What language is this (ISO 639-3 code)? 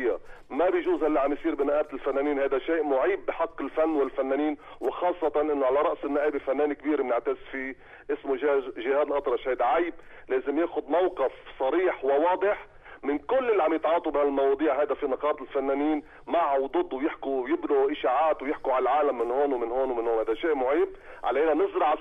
apc